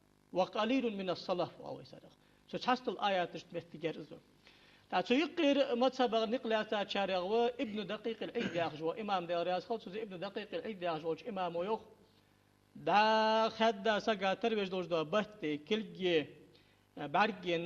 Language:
Ingush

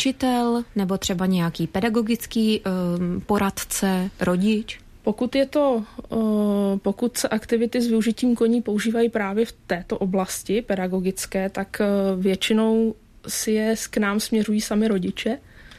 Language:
Czech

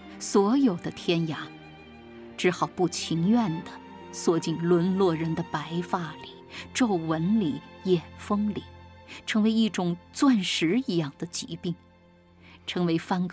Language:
Chinese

